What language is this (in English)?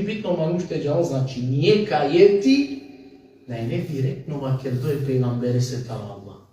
Balkan Romani